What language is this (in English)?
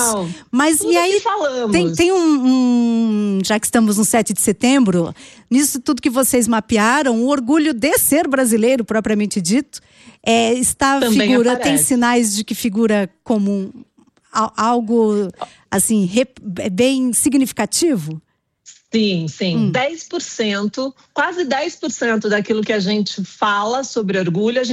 Portuguese